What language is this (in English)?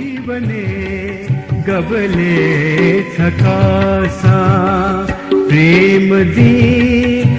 Newari